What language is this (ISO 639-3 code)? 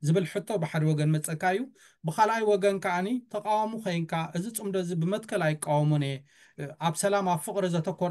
tir